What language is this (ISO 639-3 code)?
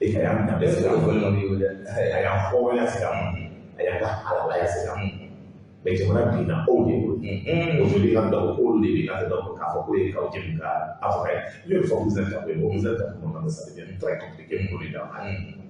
bam